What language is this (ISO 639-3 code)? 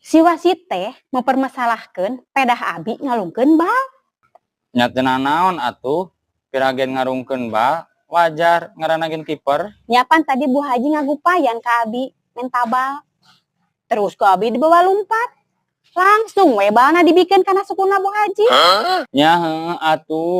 sun